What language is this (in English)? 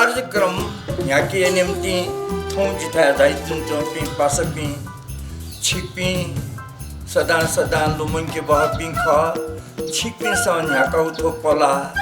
Newari